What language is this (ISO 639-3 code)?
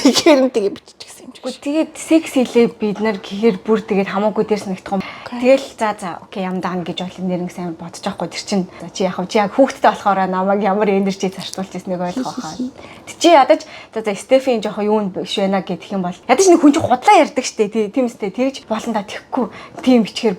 mon